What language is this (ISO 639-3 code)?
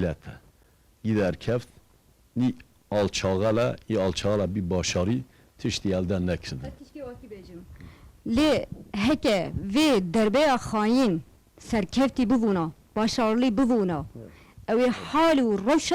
kur